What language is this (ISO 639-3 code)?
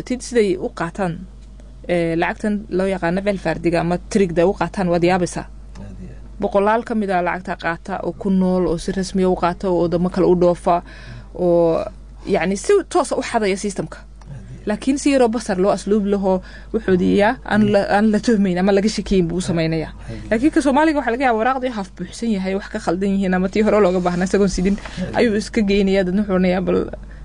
som